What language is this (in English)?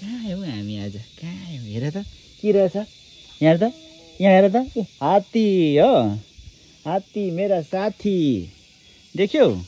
Nepali